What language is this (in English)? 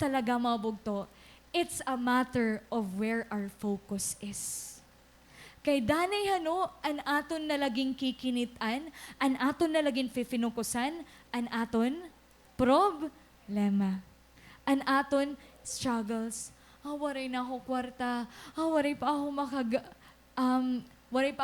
Waray